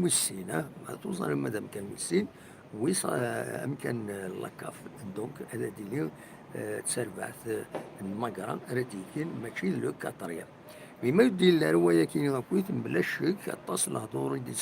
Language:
Kabyle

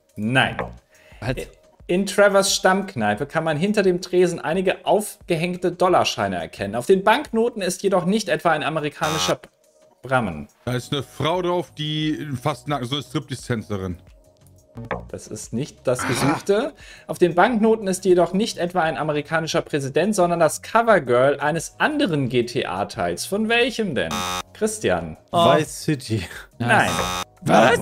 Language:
German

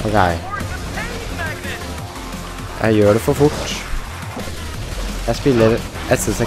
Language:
Norwegian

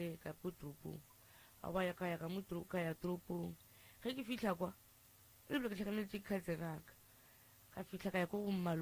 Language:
Northern Sotho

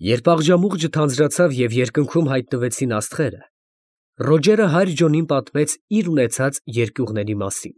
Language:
Armenian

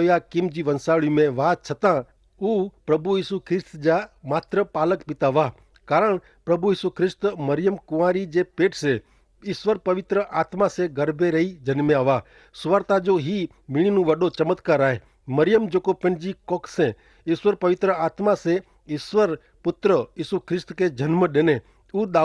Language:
Kachhi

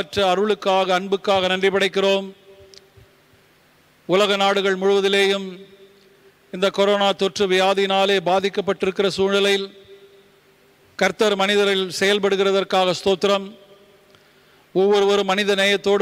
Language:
Tamil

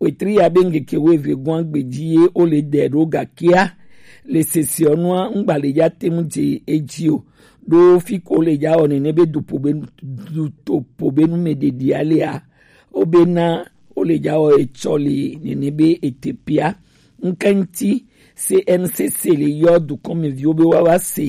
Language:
Gen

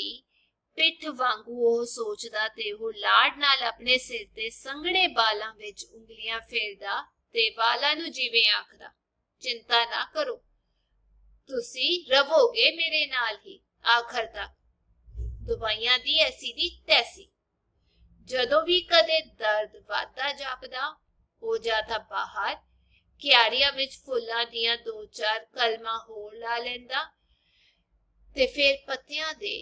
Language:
Punjabi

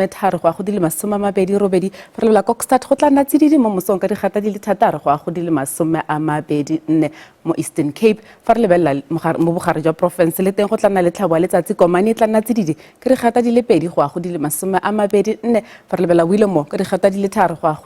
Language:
Tswana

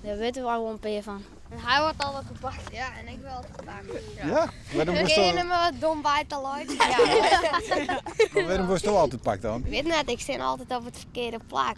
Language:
Western Frisian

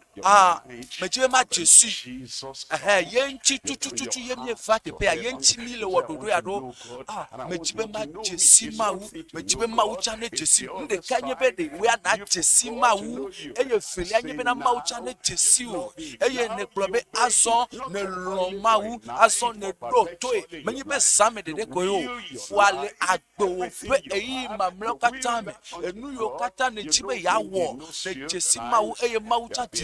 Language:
Ewe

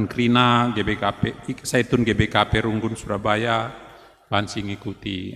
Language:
Batak Karo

